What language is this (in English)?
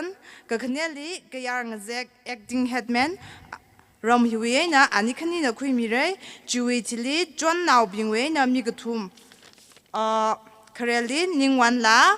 Tangkhul Naga (India)